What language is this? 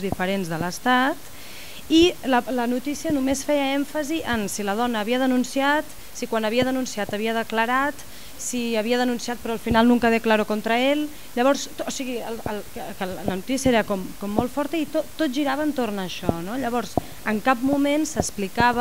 Catalan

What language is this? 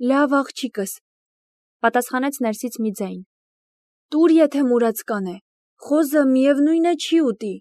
Armenian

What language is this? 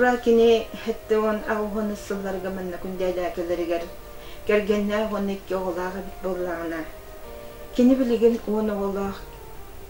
Yakut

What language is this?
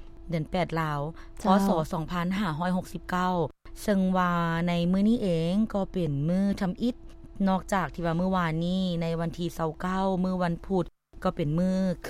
Lao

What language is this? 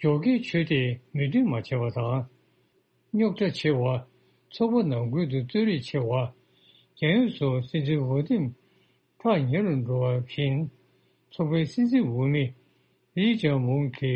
Tibetan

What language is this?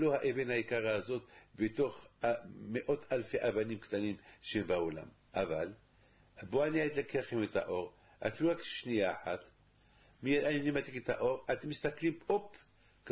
Hebrew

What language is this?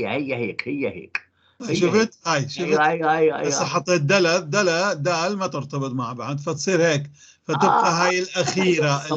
North Levantine Arabic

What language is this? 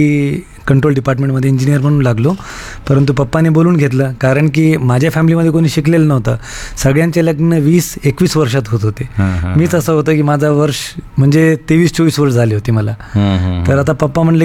Marathi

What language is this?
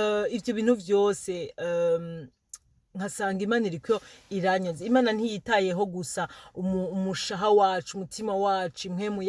Rundi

